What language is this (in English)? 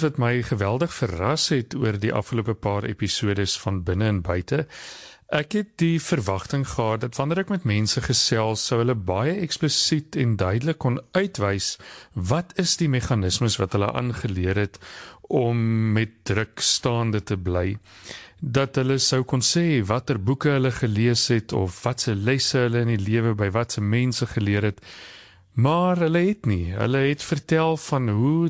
Afrikaans